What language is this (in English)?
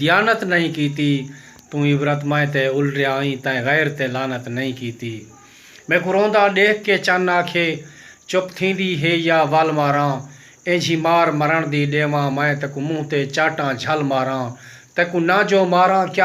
Saraiki